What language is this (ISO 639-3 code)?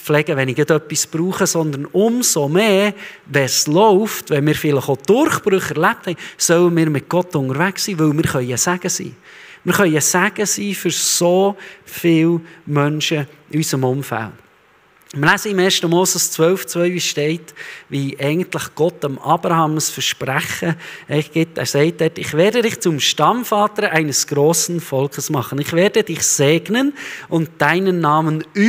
gsw